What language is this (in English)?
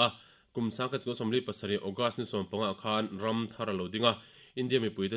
Mizo